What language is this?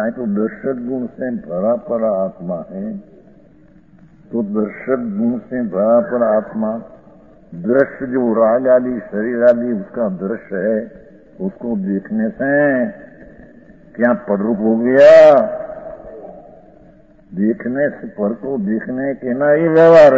Hindi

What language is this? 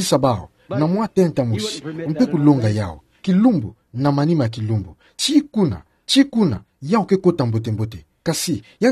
Kituba (Democratic Republic of Congo)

